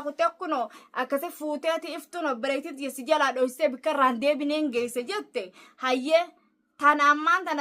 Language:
Oromo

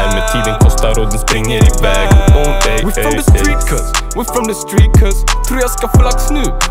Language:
Swedish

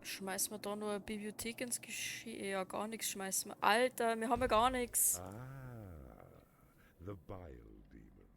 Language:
Bavarian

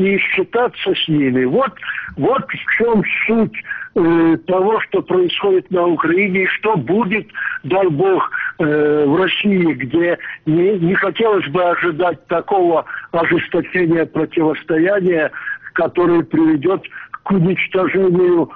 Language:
Russian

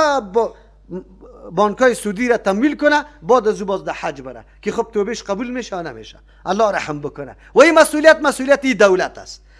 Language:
Persian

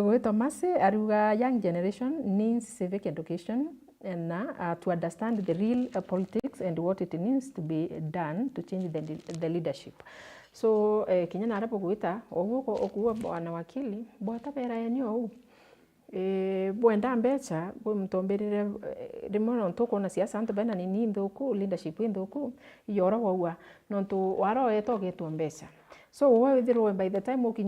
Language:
Meru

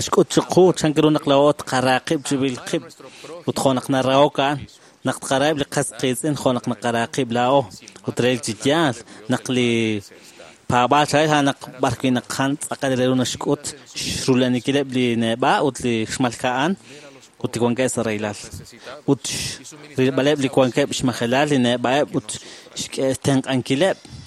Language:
Kekchí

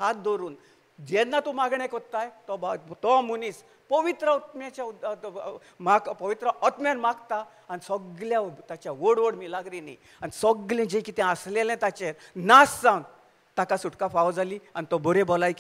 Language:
Konkani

